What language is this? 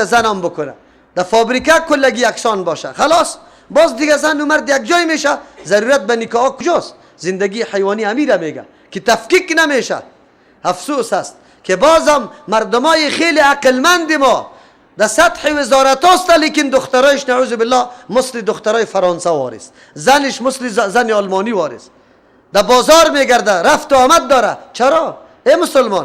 Persian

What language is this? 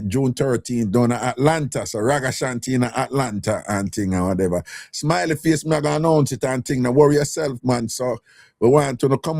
Jamaican Creole English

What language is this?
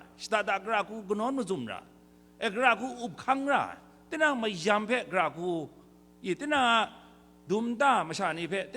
Kachin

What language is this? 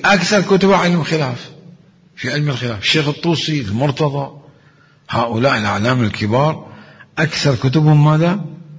Mesopotamian Arabic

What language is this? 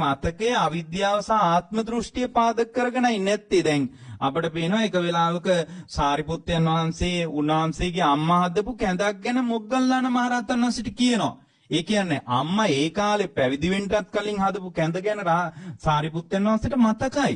Sinhala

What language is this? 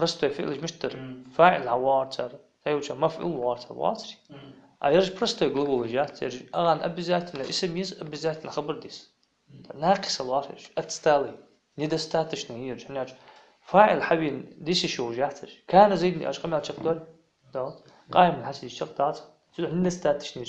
Ingush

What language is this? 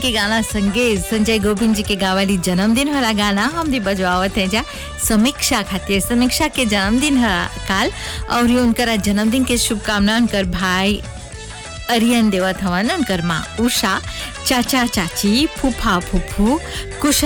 Bhojpuri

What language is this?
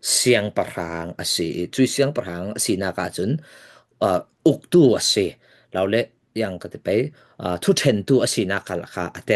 Falam Chin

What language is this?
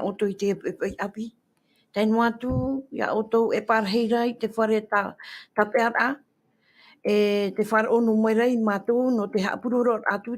Tahitian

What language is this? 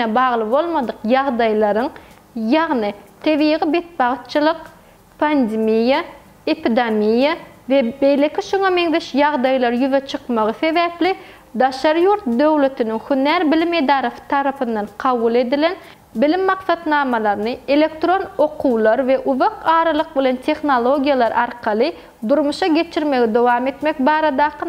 Turkmen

